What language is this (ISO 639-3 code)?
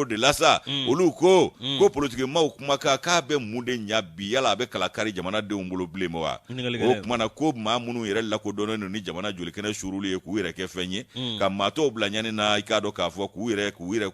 bam